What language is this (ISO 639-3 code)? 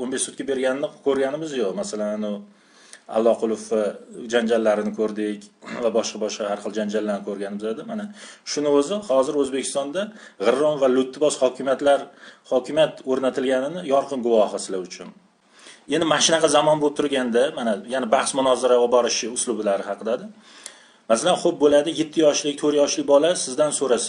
uzb